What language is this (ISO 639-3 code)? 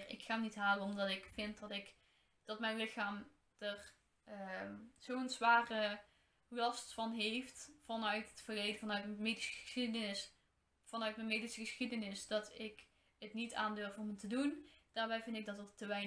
nld